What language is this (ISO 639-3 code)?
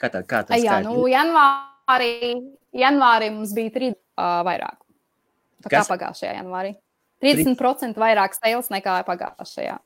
lav